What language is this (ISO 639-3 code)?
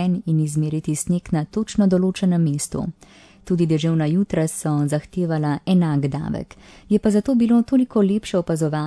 slv